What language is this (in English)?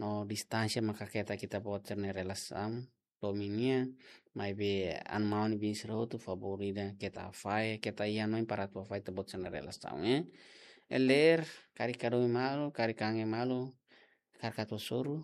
Tetum